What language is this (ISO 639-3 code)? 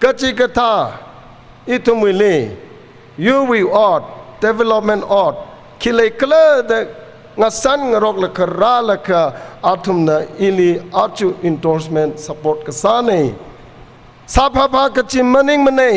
nmf